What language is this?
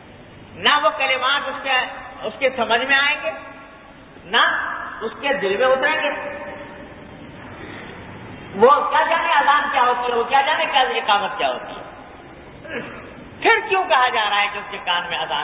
Urdu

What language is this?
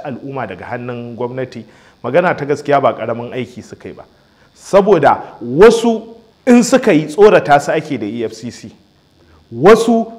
Hausa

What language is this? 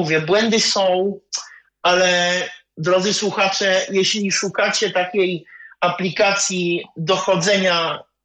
Polish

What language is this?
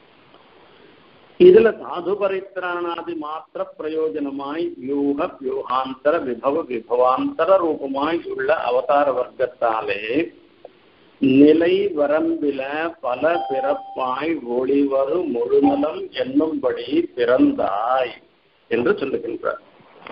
Tamil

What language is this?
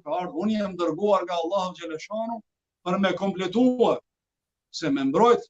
Albanian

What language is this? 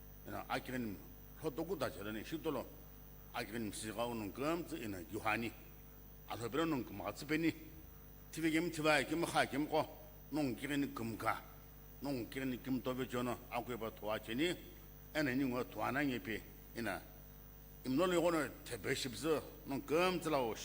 Sumi Naga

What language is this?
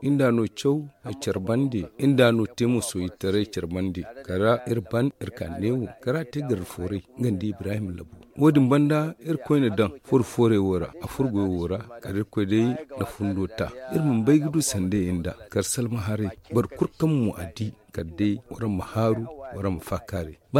Zarma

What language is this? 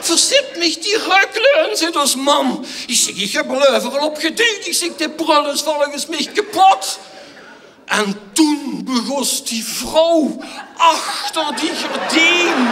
Limburgish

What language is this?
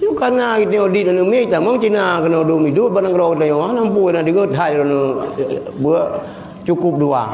Achinese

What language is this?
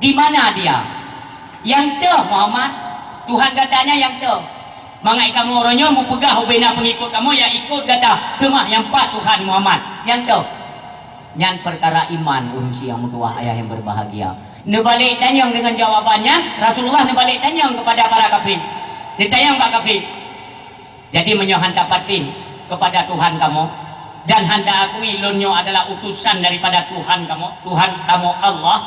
Achinese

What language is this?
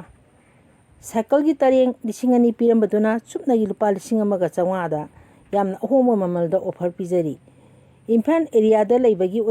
Manipuri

